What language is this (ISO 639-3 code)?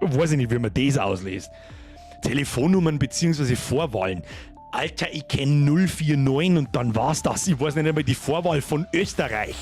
bar